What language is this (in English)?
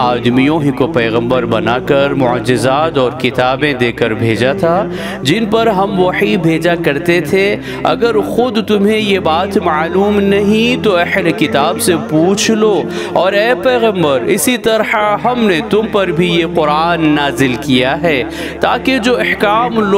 Urdu